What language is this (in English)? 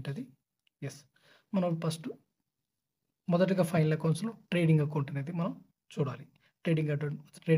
Telugu